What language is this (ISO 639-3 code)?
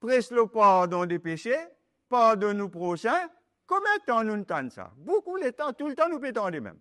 mfe